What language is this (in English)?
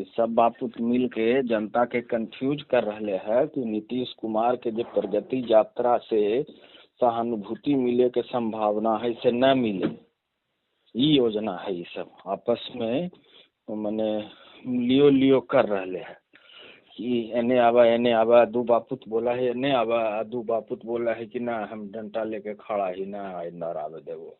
Magahi